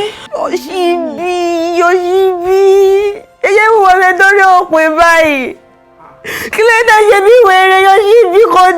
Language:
Yoruba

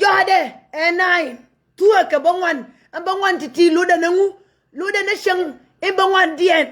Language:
Nuer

